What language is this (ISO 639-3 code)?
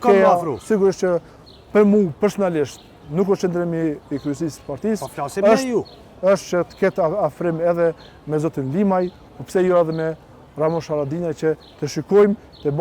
sqi